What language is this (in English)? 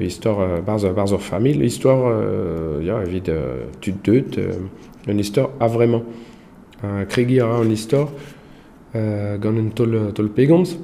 Breton